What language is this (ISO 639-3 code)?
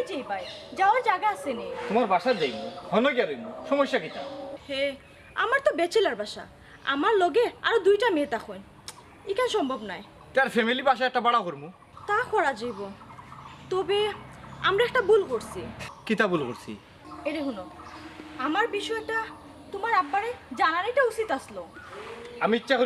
syl